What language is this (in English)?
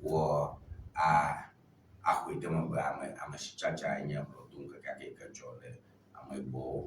Ewe